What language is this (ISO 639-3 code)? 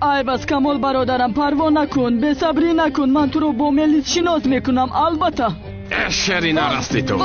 tgk